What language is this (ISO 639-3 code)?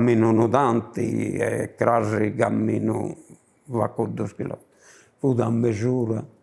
srd